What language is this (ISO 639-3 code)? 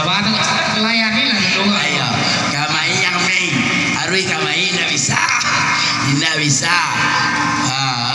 min